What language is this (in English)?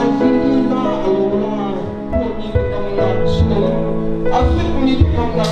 Hakha Chin